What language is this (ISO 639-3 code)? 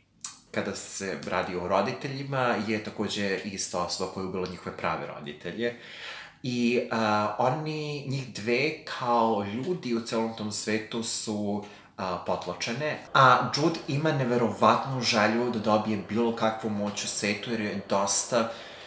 srp